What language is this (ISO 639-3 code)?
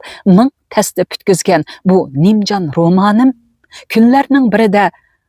uig